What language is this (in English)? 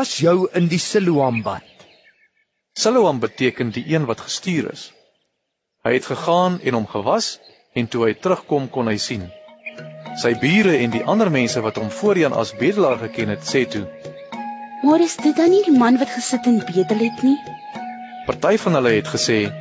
Afrikaans